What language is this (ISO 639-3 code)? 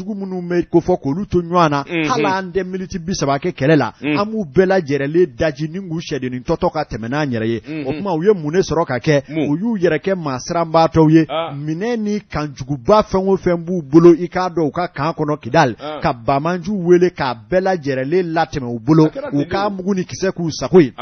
bam